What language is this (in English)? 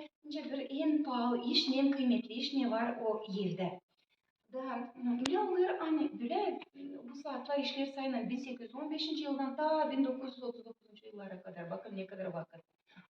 Gagauz